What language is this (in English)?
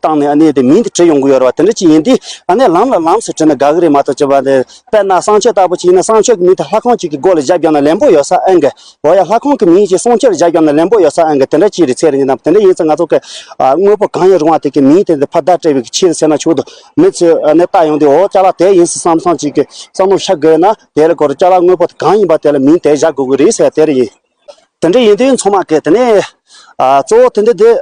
Tibetan